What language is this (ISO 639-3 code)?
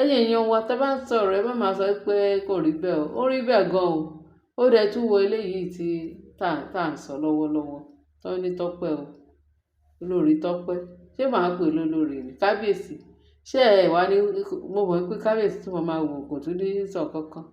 yor